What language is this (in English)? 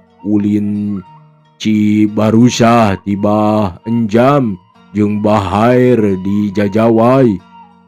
Sundanese